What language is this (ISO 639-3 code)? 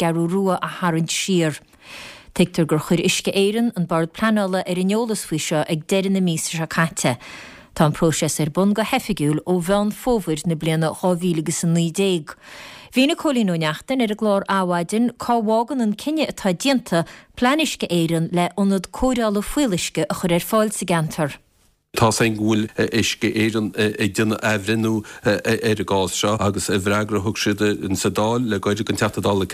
gle